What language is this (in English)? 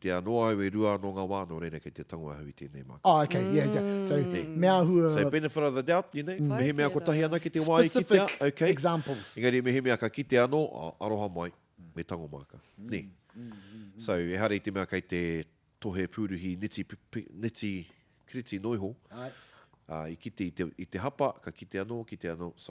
Māori